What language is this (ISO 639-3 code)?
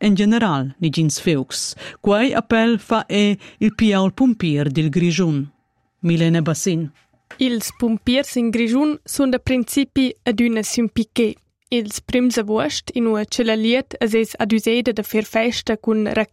roh